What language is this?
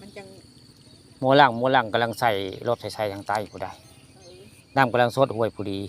Northeastern Thai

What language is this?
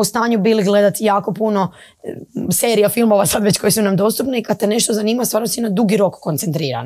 Croatian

